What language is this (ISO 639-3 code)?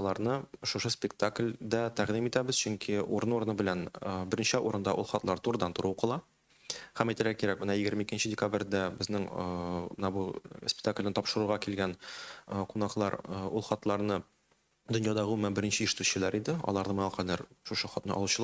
tat